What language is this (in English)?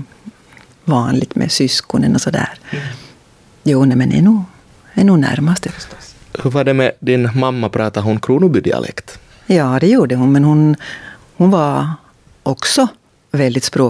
Swedish